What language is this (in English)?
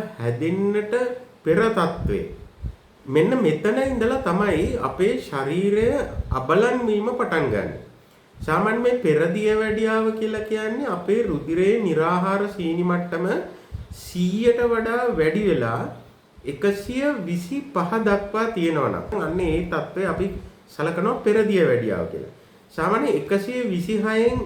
Sinhala